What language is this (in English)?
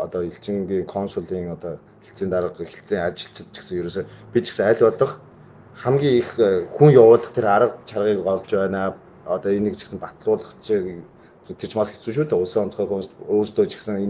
Mongolian